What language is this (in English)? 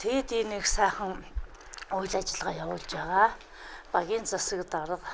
Mongolian